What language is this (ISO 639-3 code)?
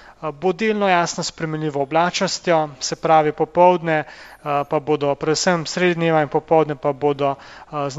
slv